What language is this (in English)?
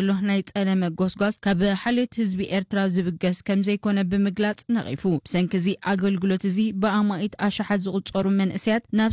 Tigrinya